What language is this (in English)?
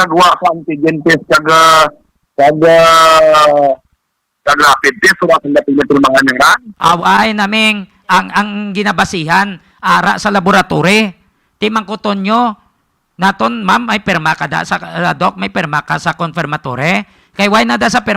Hiligaynon